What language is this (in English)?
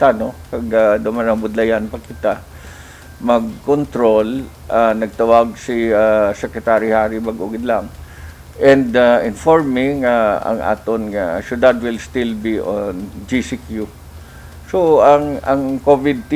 Hiligaynon